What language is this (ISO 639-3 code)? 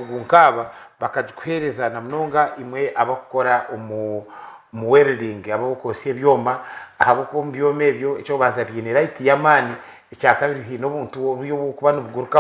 nyn